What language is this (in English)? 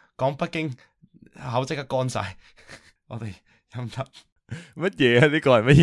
Cantonese